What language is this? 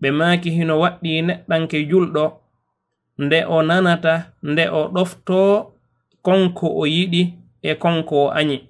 Fula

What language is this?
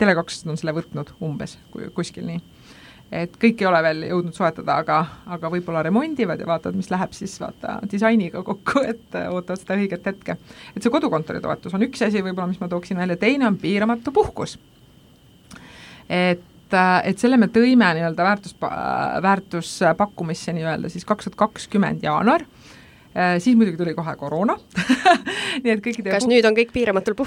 Estonian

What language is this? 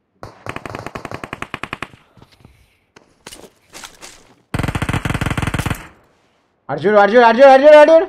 Telugu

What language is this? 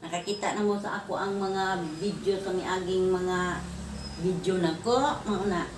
Cebuano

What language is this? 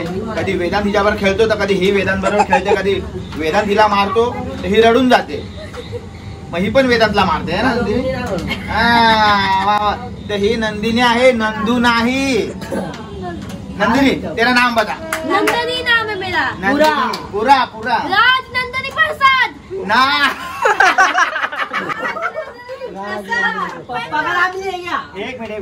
Marathi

